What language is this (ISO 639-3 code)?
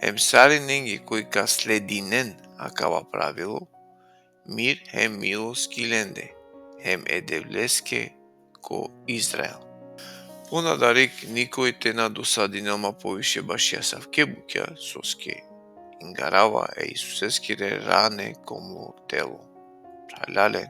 rmn